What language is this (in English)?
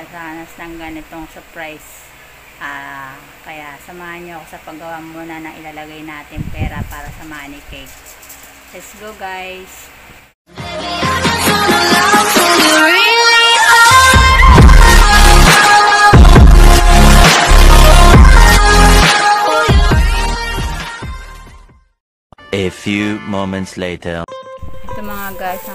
Filipino